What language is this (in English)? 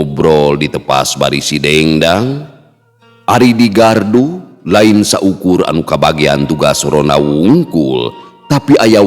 Sundanese